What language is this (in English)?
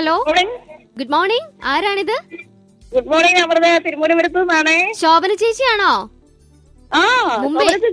Malayalam